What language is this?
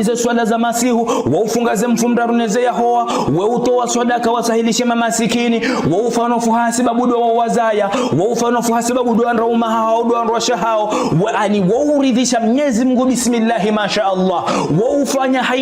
Ngazidja Comorian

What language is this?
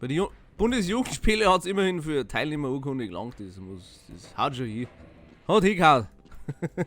Bavarian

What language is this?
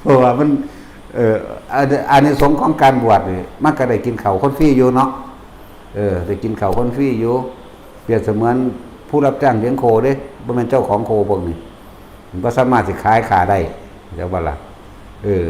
Northeastern Thai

